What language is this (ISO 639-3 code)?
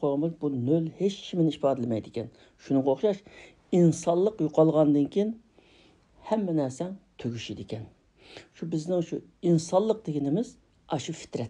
uig